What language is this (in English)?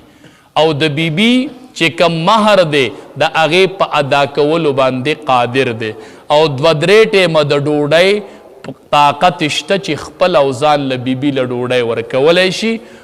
Pashto